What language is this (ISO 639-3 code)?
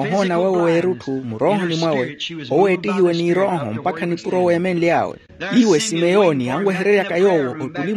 vmw